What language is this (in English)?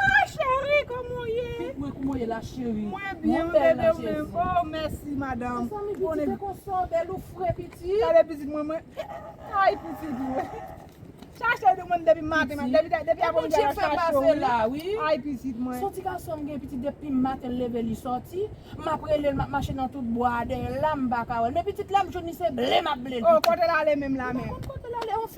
Haitian Creole